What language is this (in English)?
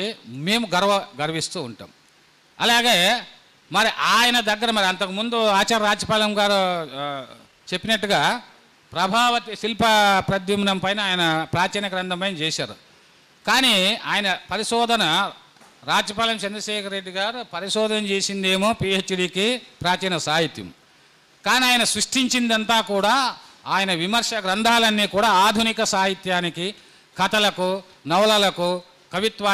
Telugu